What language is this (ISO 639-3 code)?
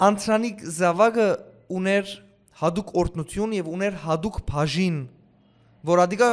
hyw